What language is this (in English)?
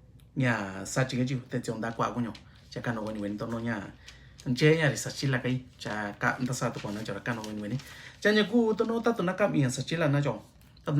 Mixtepec Mixtec